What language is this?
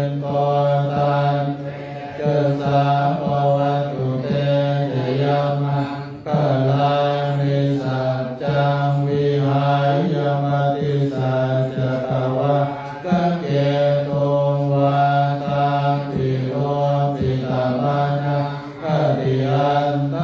Pali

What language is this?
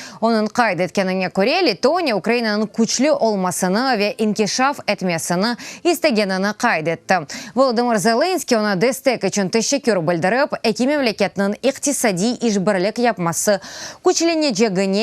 Crimean Tatar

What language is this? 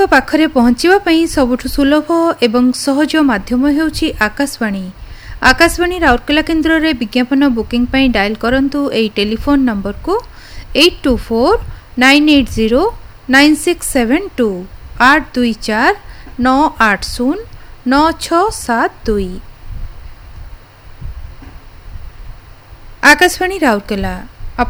Odia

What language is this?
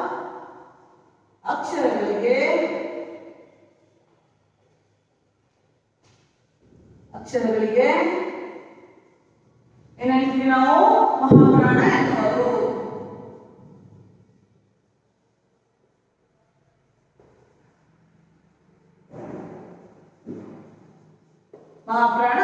Kannada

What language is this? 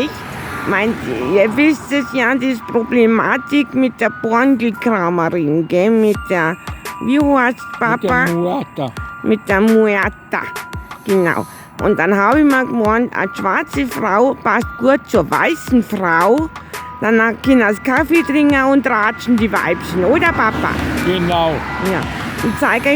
Bavarian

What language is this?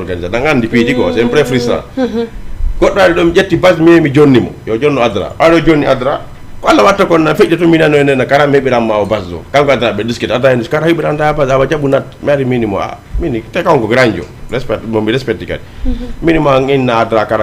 Fula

